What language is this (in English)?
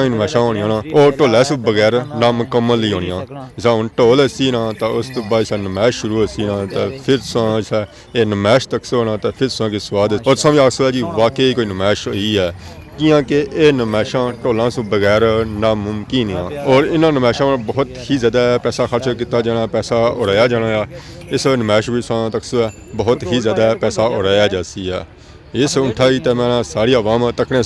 Pahari-Potwari